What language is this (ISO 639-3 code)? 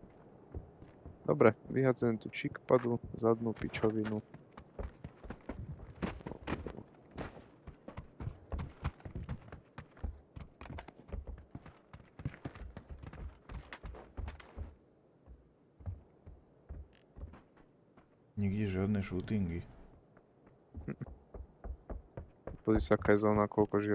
slk